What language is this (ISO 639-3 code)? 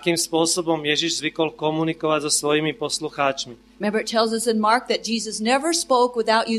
slk